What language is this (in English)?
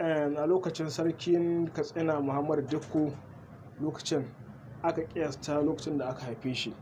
Hausa